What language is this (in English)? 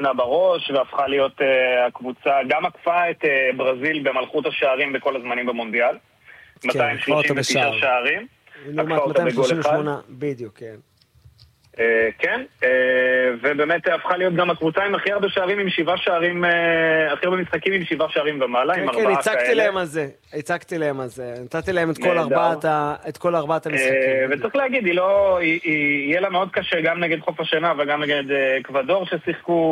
Hebrew